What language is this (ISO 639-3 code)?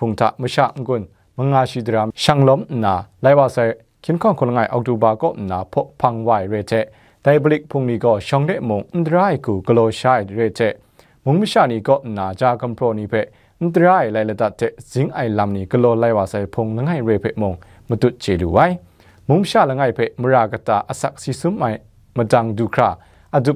kac